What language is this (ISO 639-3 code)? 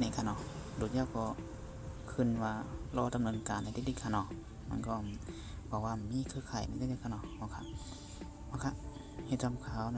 shn